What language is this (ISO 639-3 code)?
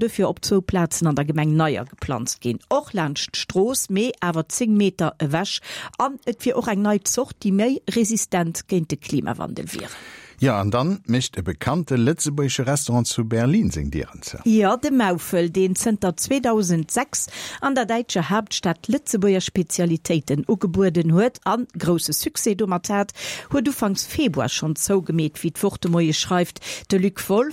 ltz